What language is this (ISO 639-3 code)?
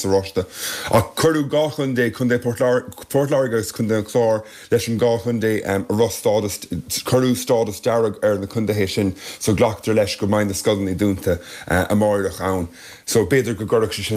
gle